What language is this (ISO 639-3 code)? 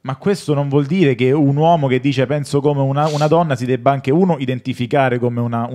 ita